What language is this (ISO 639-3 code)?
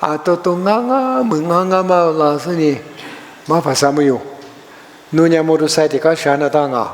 lis